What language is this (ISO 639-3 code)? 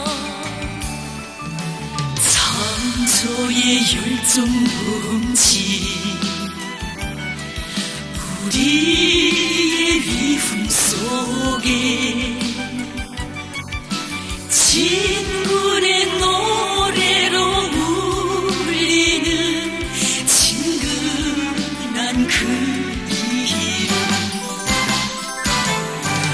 kor